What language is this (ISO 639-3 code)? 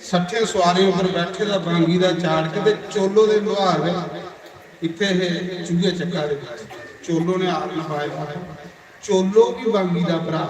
doi